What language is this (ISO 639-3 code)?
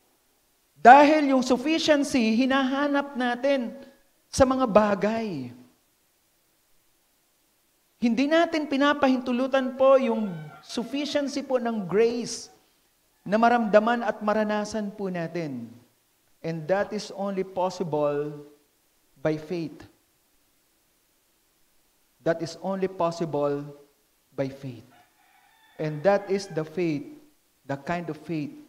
fil